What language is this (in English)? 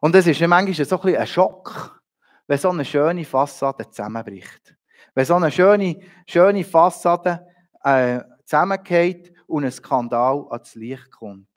Swiss German